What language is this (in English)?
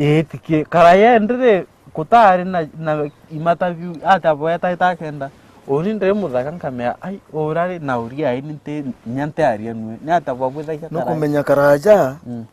Meru